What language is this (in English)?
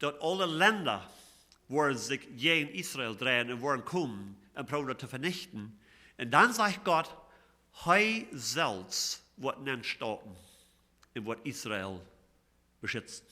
Plautdietsch